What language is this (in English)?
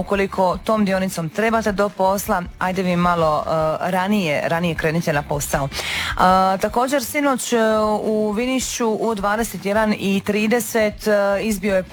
Croatian